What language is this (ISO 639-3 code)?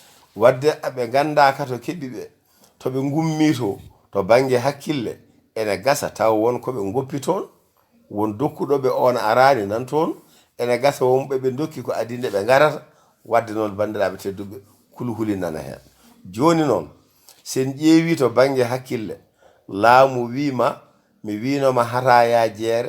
ful